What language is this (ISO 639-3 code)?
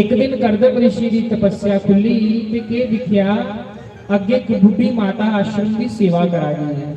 doi